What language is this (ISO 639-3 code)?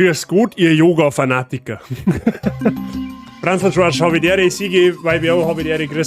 bar